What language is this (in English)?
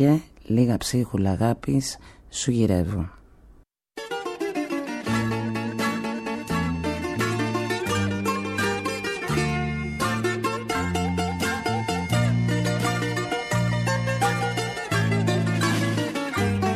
Greek